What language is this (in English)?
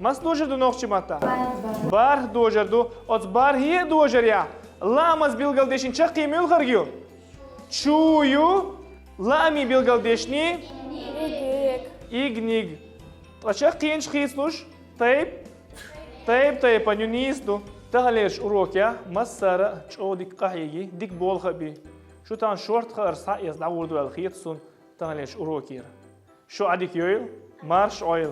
Chechen